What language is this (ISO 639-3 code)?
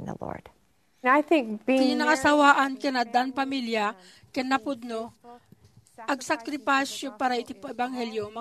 ilo